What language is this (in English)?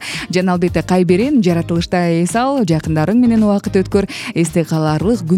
Kyrgyz